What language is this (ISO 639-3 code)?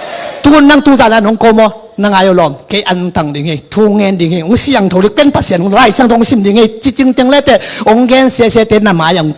ctd